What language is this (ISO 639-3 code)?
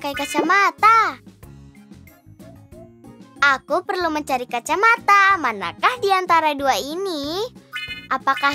ind